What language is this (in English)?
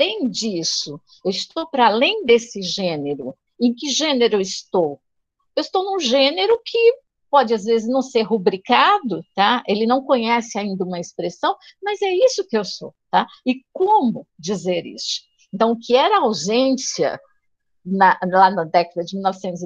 Portuguese